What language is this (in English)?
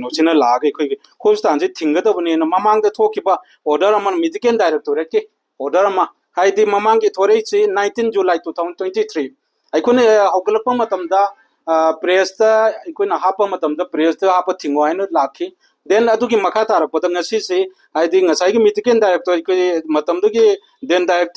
Manipuri